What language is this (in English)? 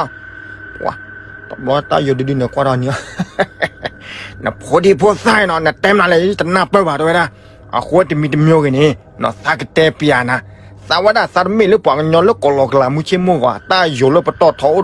S'gaw Karen